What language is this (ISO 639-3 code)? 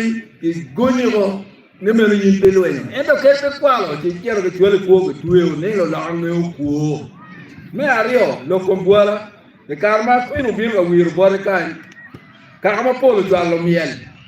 ach